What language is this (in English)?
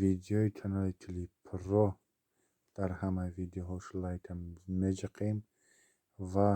Tajik